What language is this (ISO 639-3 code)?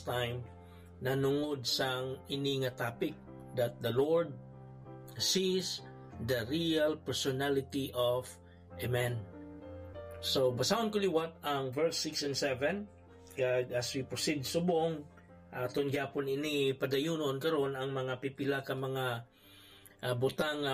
hil